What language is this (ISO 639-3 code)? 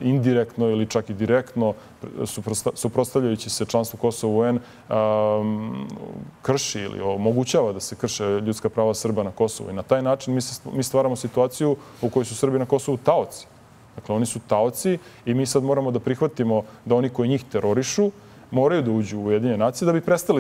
srp